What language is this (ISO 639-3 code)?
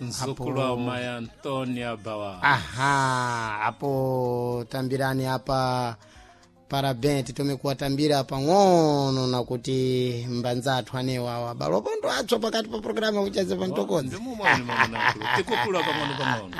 seh